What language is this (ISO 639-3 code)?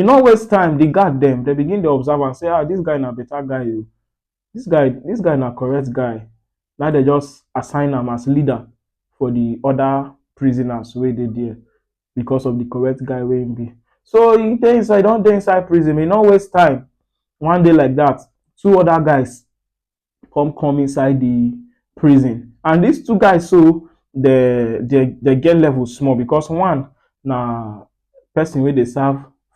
pcm